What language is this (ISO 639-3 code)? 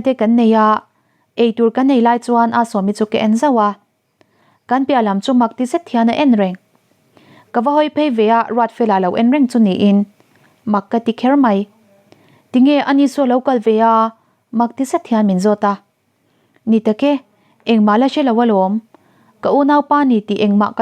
lus